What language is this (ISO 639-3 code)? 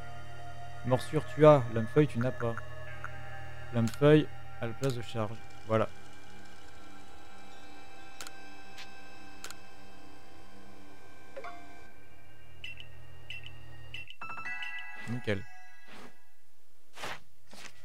fra